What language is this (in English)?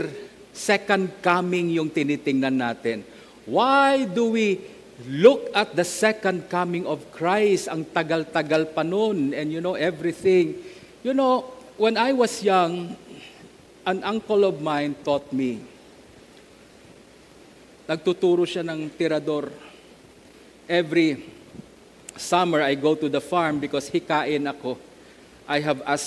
Filipino